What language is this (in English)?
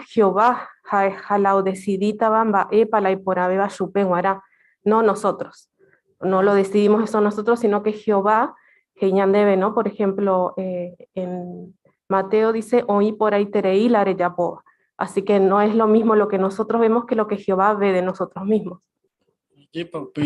Guarani